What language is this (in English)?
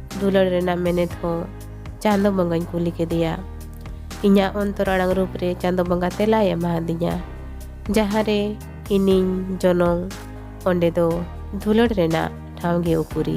Santali